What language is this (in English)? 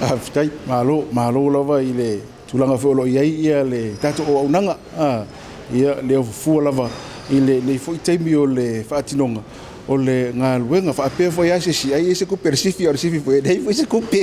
Samoan